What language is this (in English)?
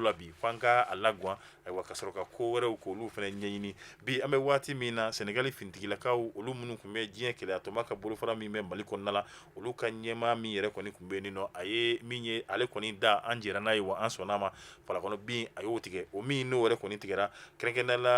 Bambara